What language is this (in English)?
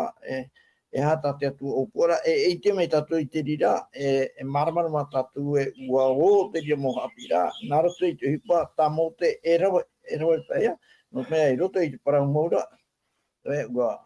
Tahitian